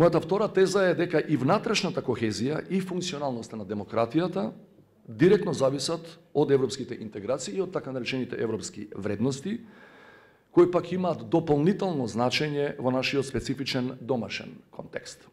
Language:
Macedonian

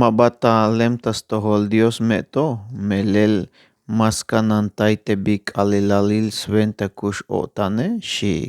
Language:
Tzeltal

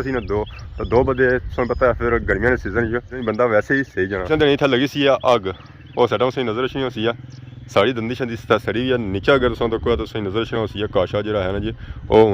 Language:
Pahari-Potwari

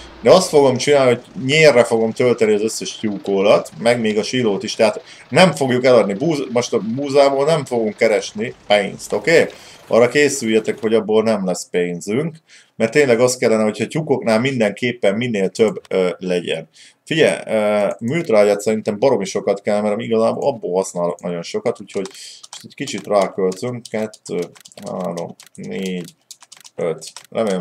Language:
Hungarian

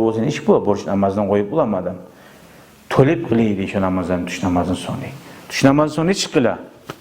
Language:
Kumyk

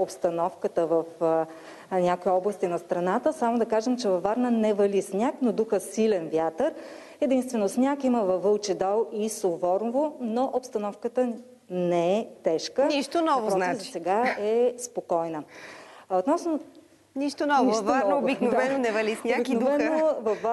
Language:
Bulgarian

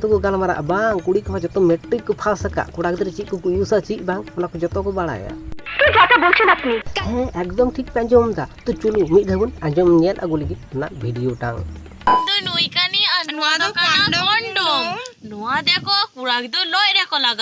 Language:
Santali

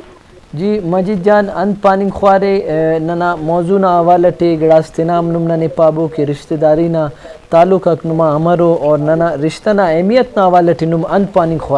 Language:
Brahui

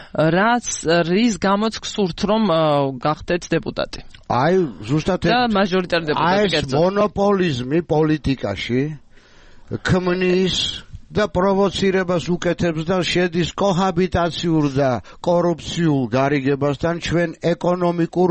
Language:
Georgian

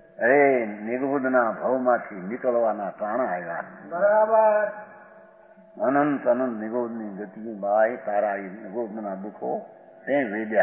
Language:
Gujarati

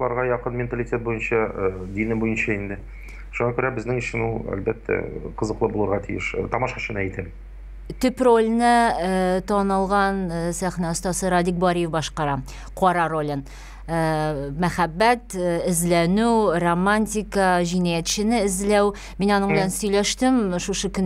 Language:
Tatar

